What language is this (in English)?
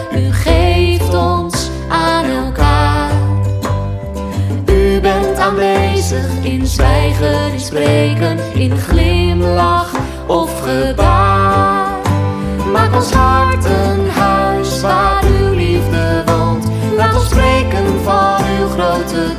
Dutch